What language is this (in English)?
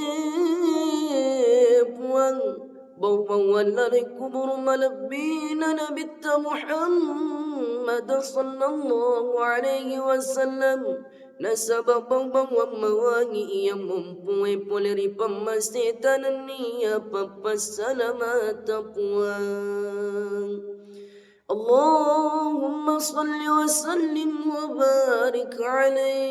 Buginese